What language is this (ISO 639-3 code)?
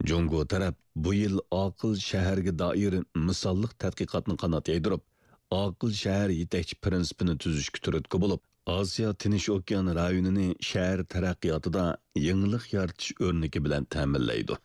uig